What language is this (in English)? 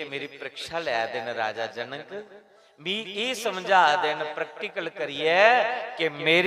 Dogri